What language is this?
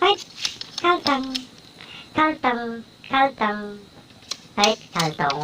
Garo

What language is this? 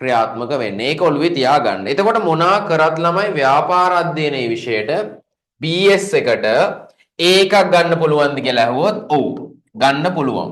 Sinhala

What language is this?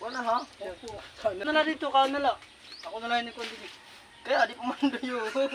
Waray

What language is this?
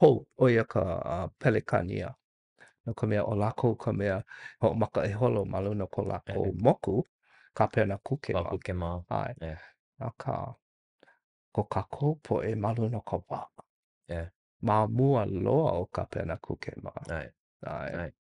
Hawaiian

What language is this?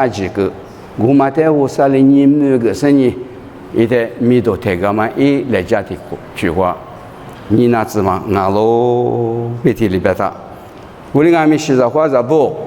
Lisu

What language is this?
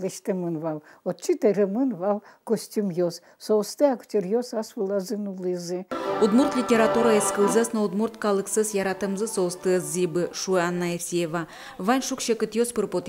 Udmurt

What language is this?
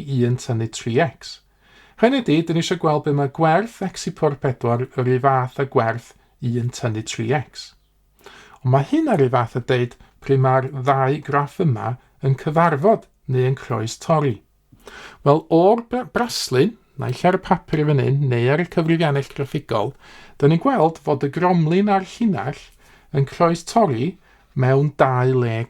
Welsh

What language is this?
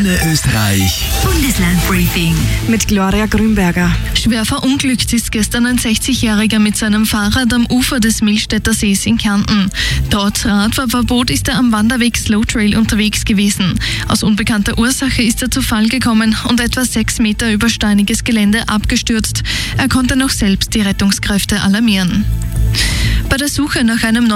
German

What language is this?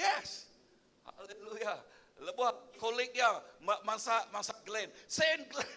Iban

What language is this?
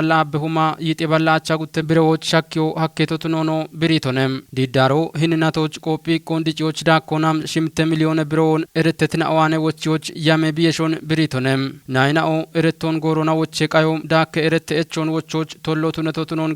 Kafa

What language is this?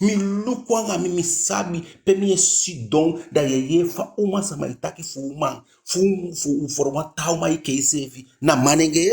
Eastern Maroon Creole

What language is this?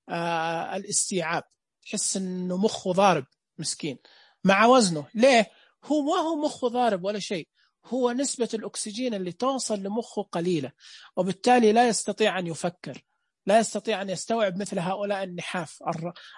Najdi Arabic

